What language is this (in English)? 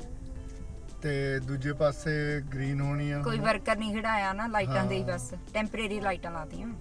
Punjabi